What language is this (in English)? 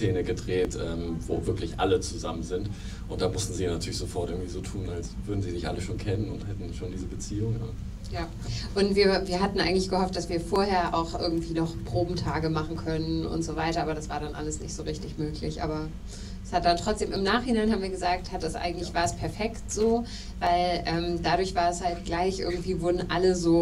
German